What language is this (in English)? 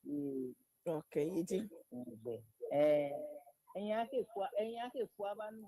Ewe